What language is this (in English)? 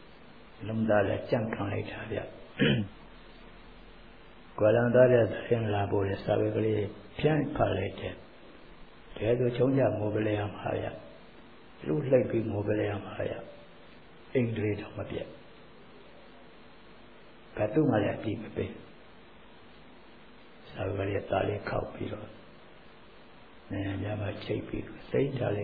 Burmese